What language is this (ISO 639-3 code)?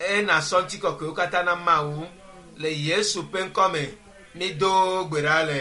ewe